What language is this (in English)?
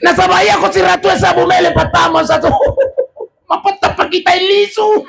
Buginese